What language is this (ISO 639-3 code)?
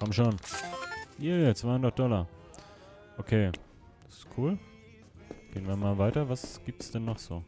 gsw